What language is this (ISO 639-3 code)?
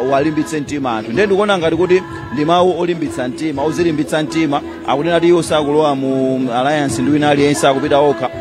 nya